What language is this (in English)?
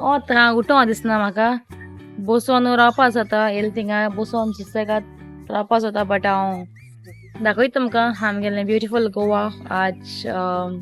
Konkani